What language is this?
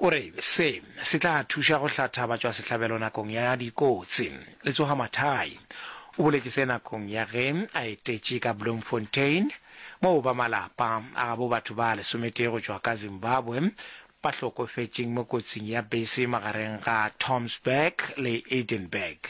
Northern Sotho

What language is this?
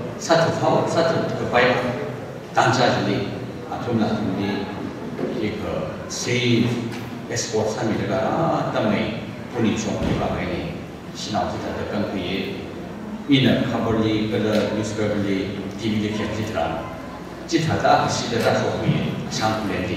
Tangkhul Naga (India)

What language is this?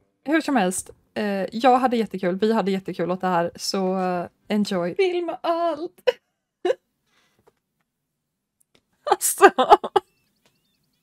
Swedish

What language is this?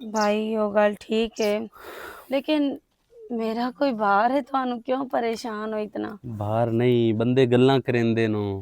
Western Panjabi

